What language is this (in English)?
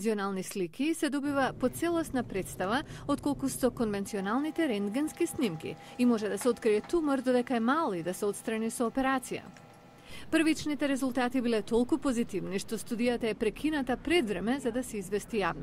Macedonian